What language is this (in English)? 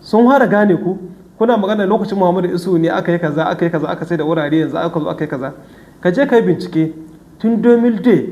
Hausa